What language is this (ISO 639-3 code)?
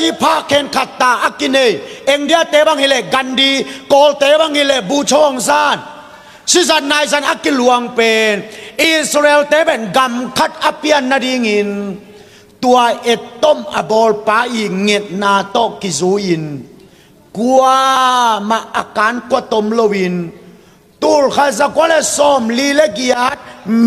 ctd